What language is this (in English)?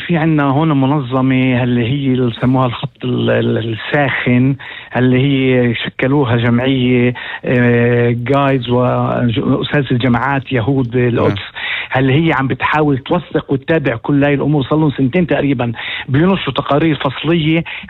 North Levantine Arabic